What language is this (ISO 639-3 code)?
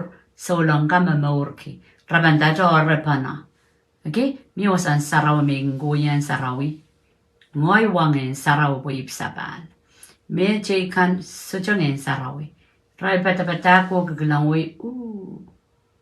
pon